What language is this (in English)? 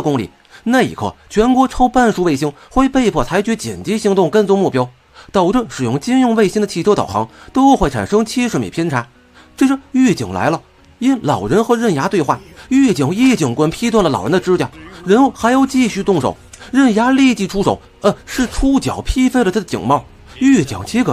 Chinese